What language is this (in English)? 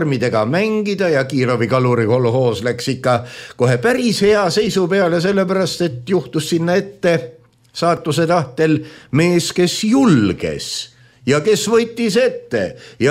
Estonian